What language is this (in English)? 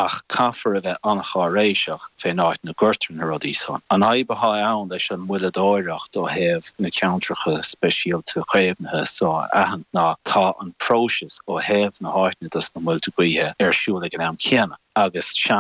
Irish